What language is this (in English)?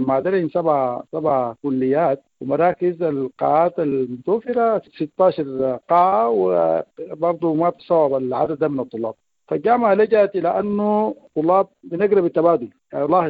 Sudanese Arabic